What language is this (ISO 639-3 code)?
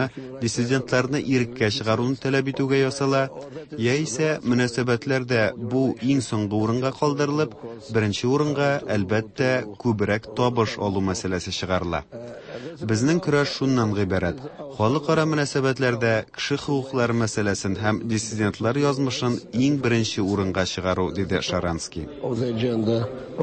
tat